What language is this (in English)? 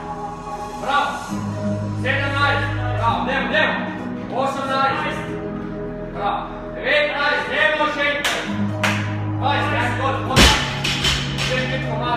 Croatian